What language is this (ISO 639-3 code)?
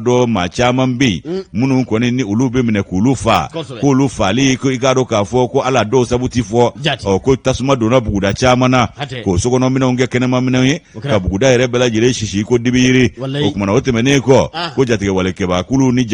bam